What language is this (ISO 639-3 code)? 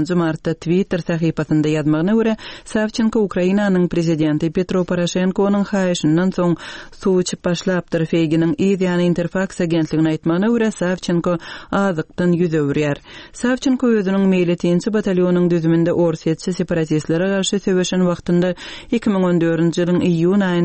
tuk